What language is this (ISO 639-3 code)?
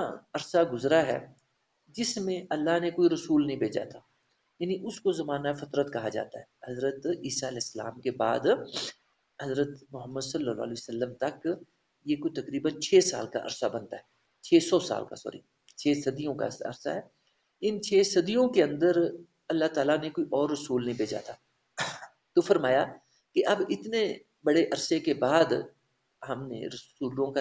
urd